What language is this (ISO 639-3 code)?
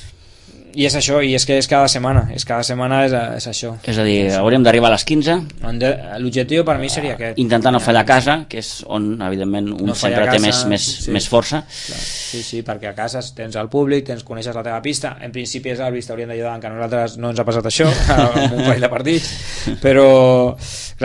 cat